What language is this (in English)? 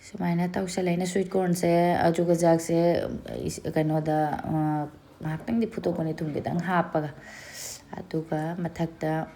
Manipuri